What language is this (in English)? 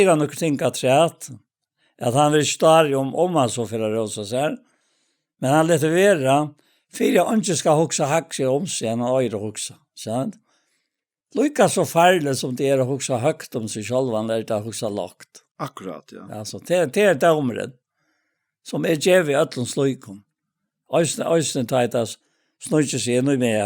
Faroese